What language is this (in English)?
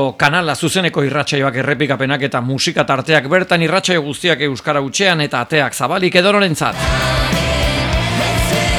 Basque